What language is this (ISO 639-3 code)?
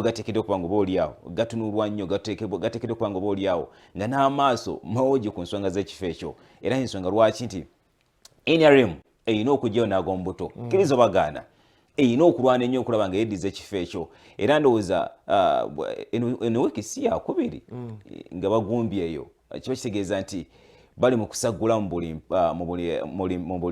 lug